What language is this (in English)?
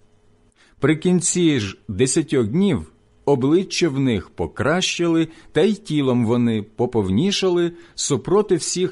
Ukrainian